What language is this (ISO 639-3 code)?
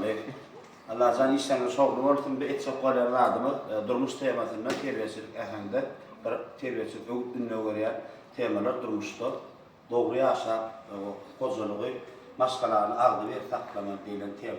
tuk